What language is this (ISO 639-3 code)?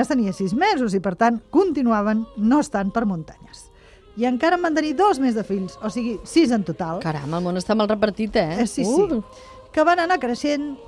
cat